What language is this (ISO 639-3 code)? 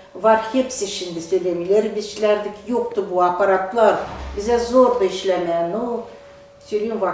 gag